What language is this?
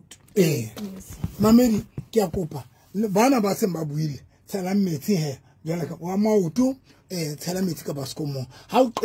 Southern Sotho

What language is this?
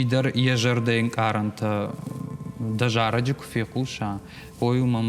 Ossetic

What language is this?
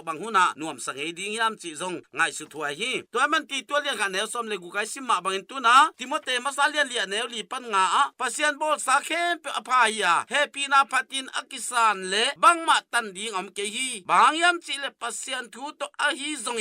Tedim Chin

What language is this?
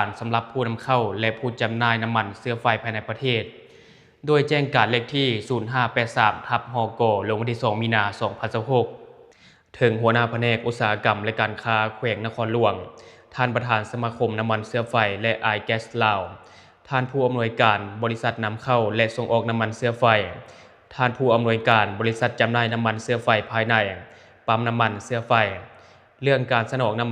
Lao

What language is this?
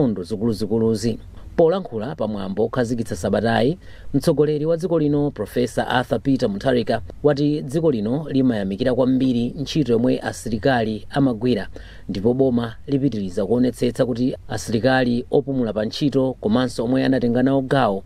Nyanja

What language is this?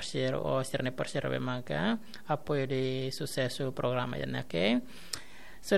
Tetum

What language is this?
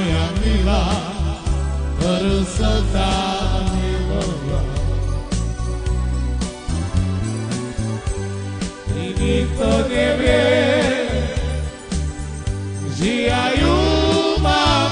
Slovak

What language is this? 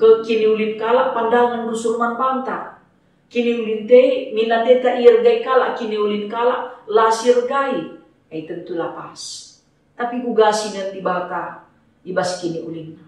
Batak Karo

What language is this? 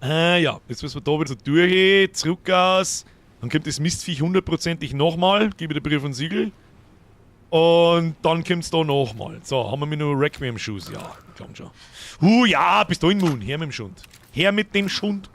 Bavarian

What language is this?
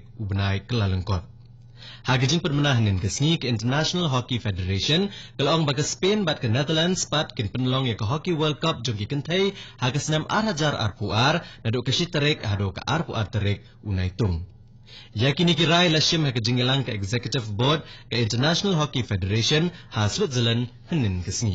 Khasi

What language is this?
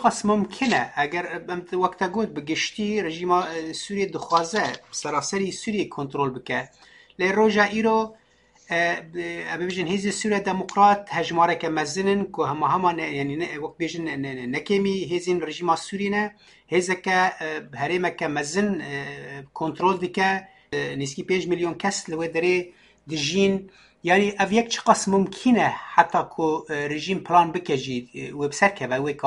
Kurdish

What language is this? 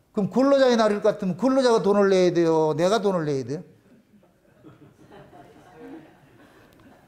Korean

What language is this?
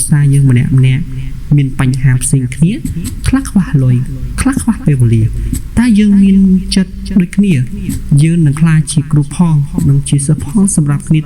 Khmer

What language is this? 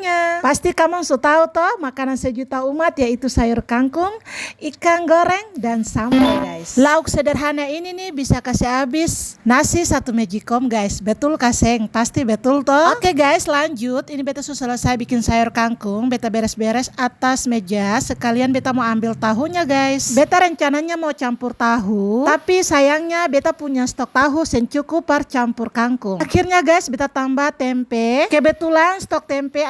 Ambonese Malay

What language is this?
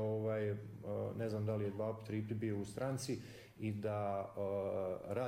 Croatian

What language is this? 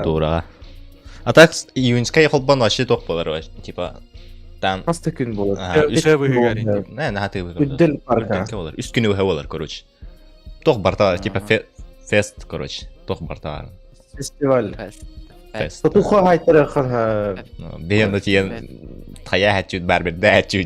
Yakut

